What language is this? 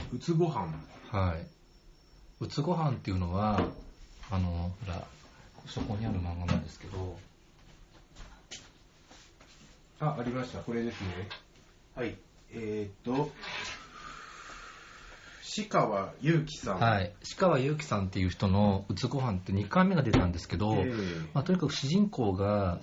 Japanese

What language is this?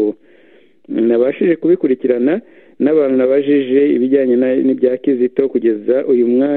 Kinyarwanda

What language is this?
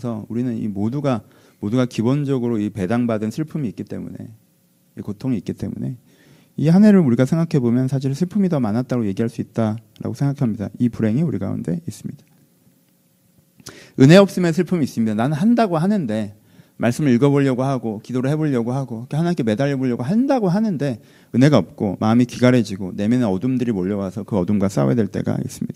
Korean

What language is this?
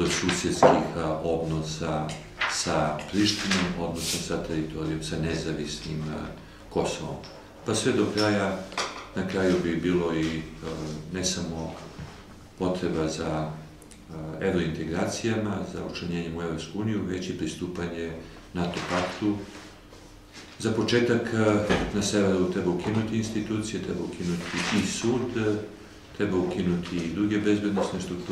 Serbian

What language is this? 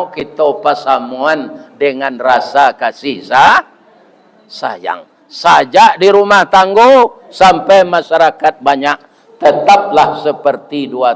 Minangkabau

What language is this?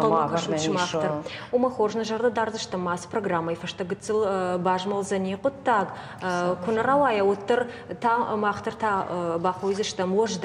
Ossetic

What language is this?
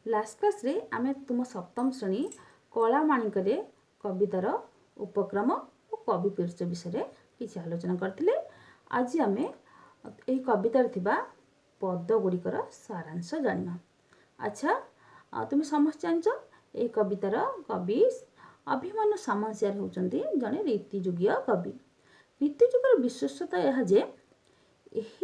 Odia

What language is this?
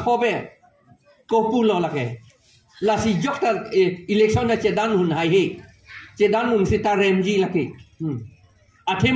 Karbi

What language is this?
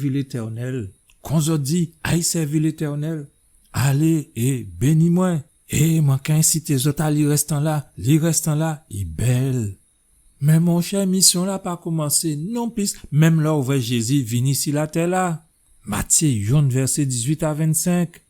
Guadeloupean Creole French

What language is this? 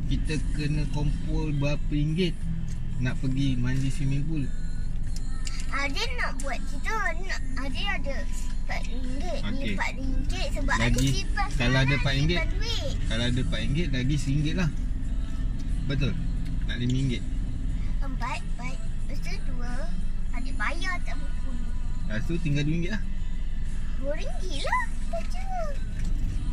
Malay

